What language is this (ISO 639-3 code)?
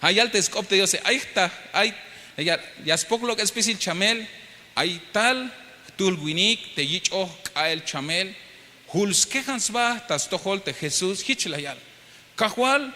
tzh